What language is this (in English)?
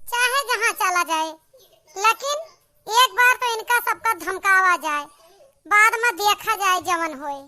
Awadhi